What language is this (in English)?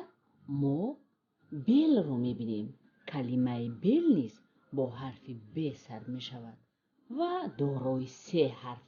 Tajik